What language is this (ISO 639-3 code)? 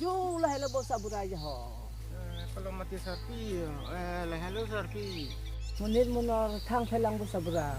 mjw